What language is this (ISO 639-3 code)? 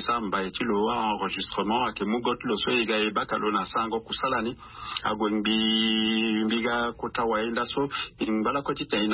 sag